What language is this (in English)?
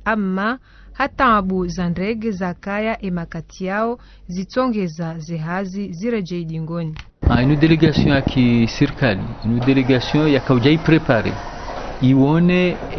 Ngazidja Comorian